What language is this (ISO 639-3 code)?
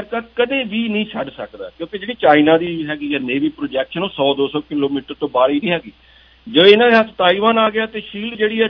pan